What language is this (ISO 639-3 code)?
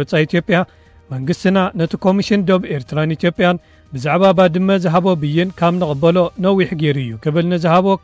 tir